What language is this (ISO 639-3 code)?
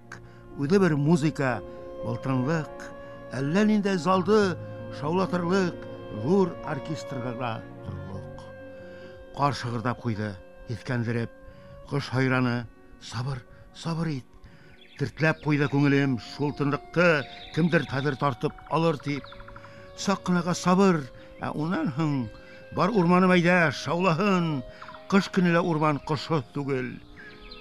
bak